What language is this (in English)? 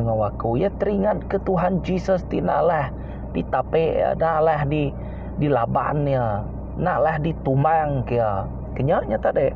Iban